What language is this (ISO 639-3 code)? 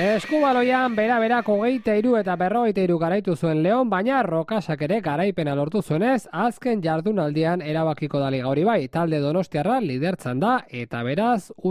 eus